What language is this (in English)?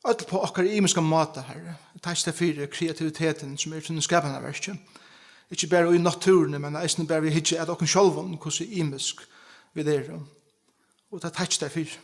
Faroese